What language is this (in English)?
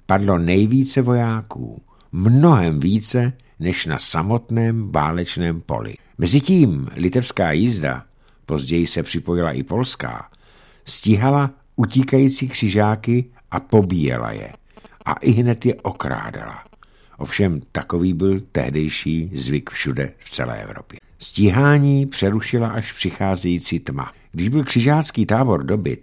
Czech